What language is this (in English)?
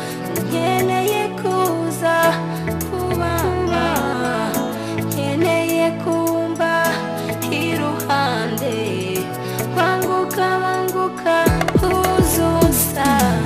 Kinyarwanda